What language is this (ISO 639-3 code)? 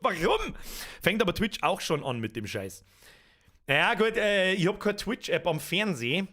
bar